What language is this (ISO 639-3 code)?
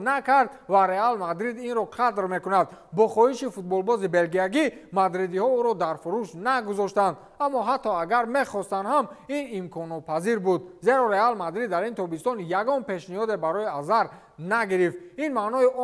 tgk